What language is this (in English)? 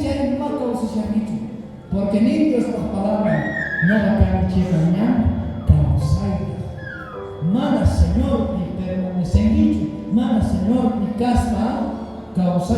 South Bolivian Quechua